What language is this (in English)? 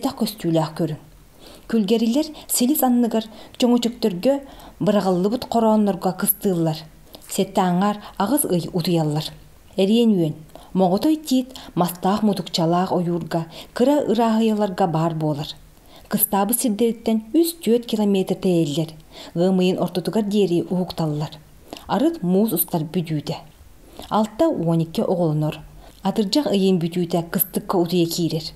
Yakut